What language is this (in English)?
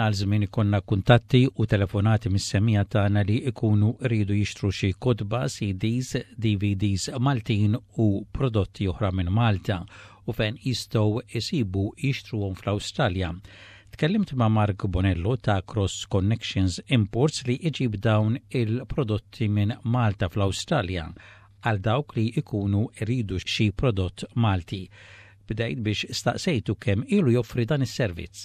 Maltese